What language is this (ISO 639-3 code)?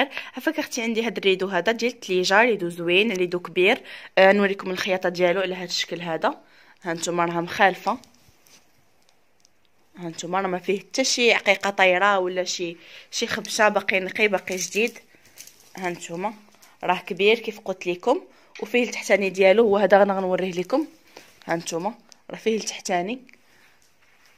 ary